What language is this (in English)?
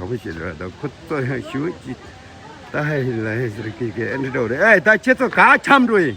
Tibetan